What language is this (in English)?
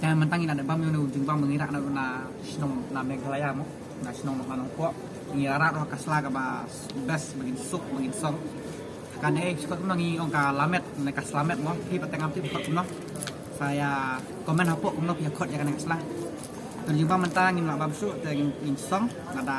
Khasi